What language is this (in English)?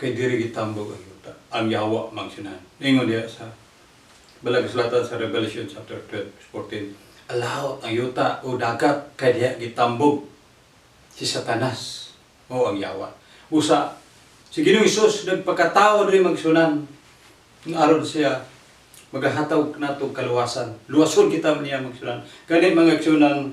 Cebuano